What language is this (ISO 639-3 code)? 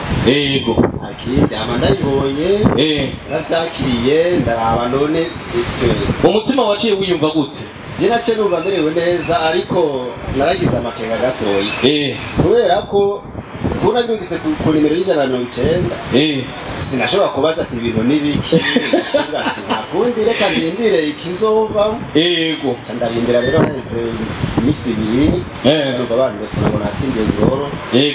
run